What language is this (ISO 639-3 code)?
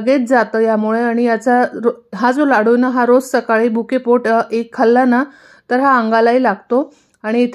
mar